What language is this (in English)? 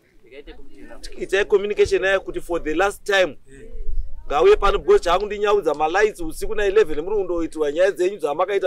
Shona